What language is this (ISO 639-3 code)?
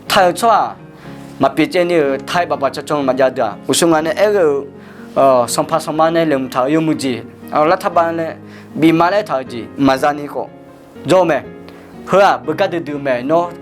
ahk